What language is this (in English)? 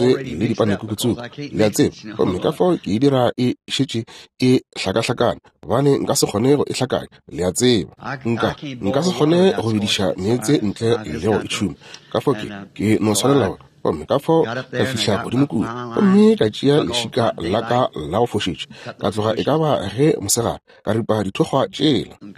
Northern Sotho